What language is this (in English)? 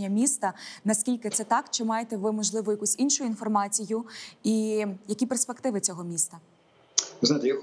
Ukrainian